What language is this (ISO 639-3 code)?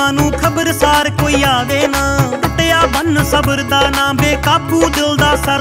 pan